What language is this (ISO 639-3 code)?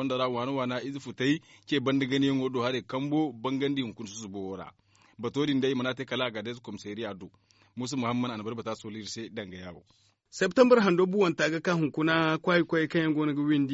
dje